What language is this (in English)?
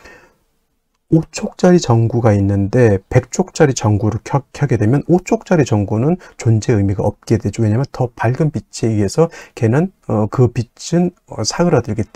Korean